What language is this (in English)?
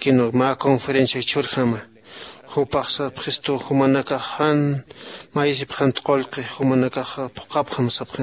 Aymara